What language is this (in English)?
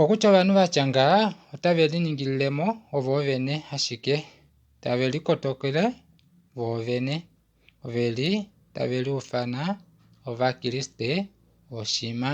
Kuanyama